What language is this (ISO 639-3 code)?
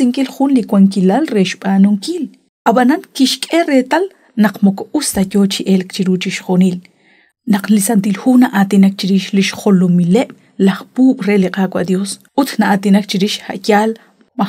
kek